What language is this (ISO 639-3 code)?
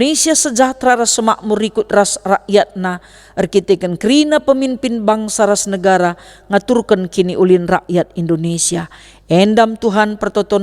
btx